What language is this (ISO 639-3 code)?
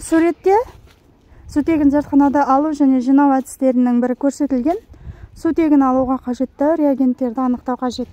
kaz